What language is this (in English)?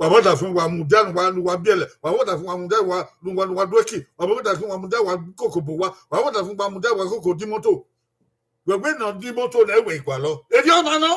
Bini